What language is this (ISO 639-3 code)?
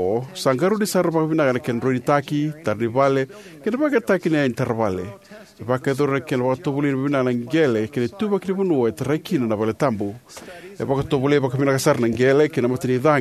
fij